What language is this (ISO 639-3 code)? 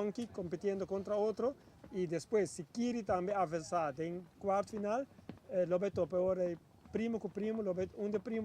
pap